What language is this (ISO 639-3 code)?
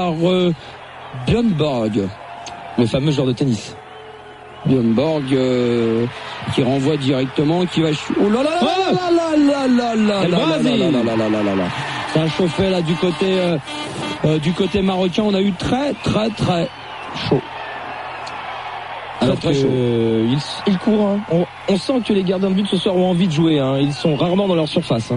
fra